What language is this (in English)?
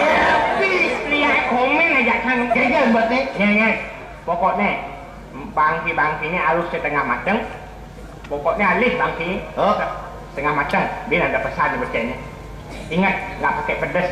Balinese